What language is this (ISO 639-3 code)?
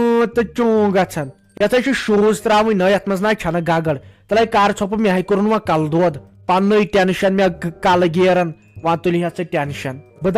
kas